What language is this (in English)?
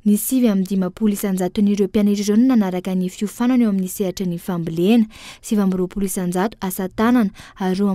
Malagasy